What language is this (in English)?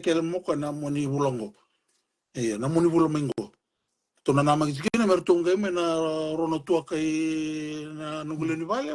Fijian